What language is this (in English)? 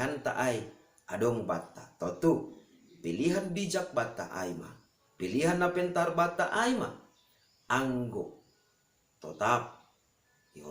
Batak Simalungun